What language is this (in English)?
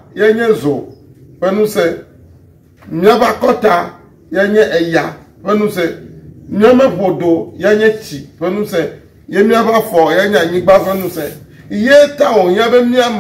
Ewe